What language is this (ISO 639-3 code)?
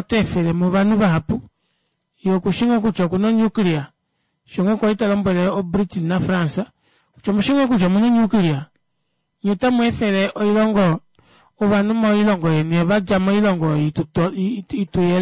kua